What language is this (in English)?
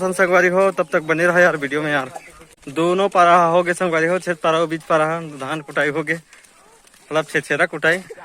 Chhattisgarhi